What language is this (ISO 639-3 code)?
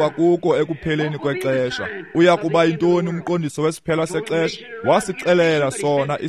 xho